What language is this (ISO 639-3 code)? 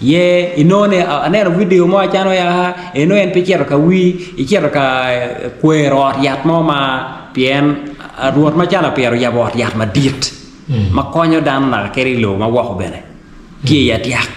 ach